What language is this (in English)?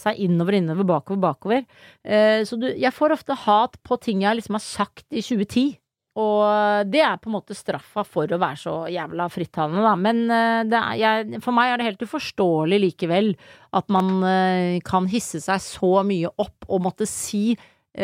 Norwegian